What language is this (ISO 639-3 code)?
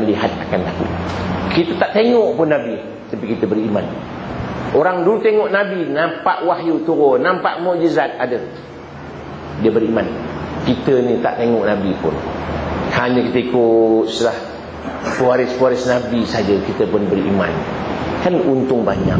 msa